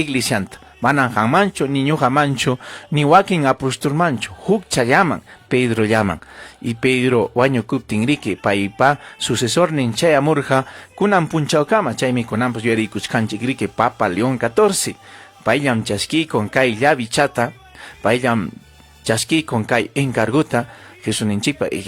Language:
Ayacucho Quechua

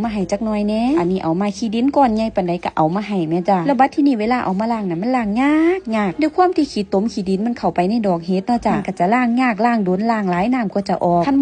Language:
Lao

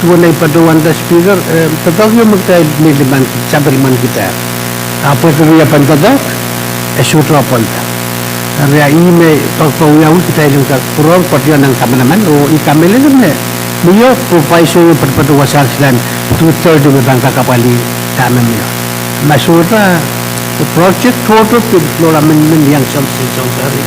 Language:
Pohnpeian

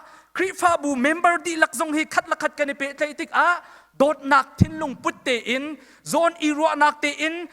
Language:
Hakha Chin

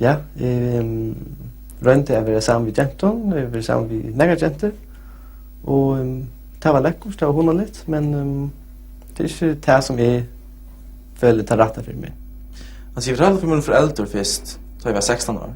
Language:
Faroese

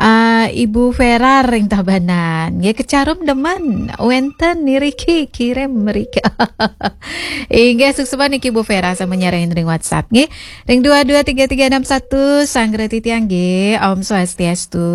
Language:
Balinese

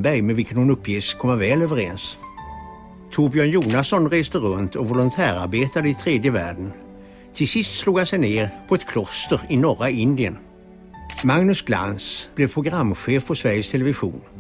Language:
Swedish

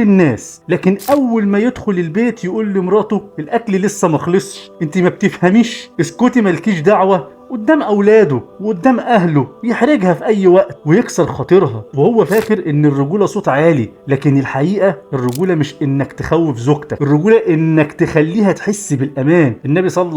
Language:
Egyptian Arabic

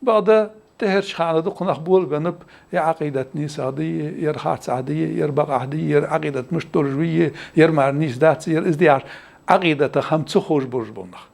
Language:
Ingush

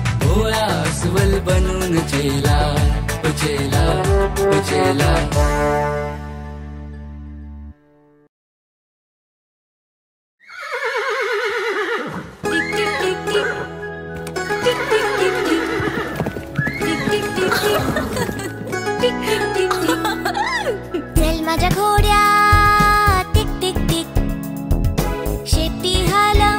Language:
Marathi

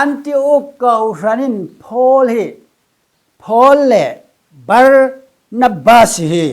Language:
Falam Chin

